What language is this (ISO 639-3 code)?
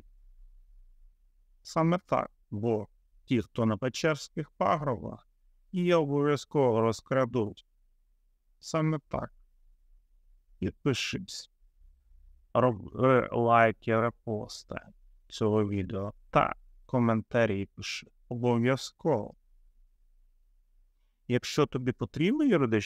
ukr